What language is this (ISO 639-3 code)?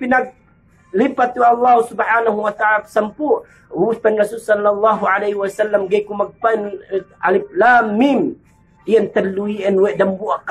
yka